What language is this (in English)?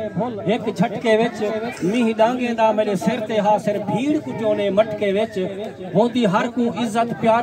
Saraiki